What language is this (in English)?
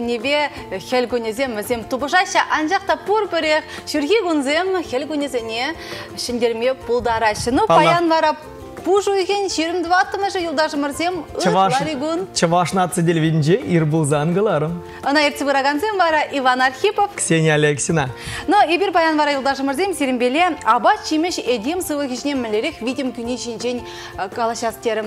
Chuvash